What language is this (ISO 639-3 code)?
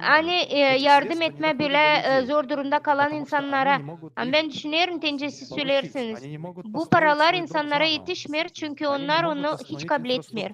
gag